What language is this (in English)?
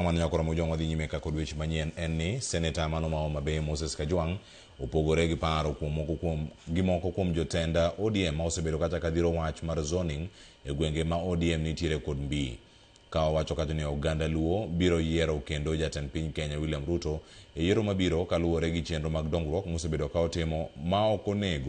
Luo (Kenya and Tanzania)